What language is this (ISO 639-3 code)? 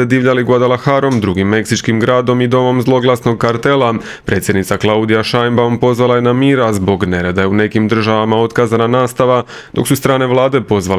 hrv